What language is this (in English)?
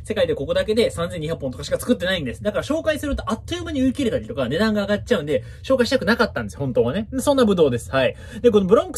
Japanese